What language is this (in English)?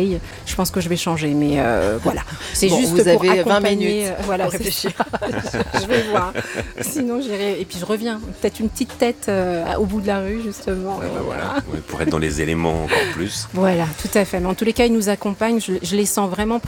French